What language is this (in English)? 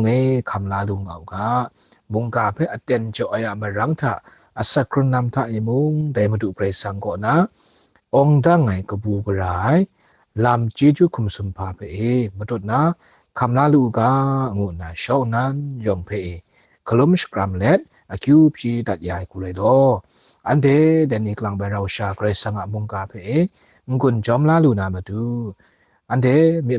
Kachin